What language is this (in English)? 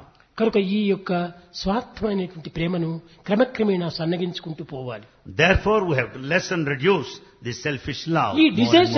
Telugu